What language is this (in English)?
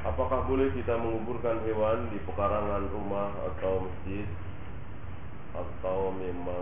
Indonesian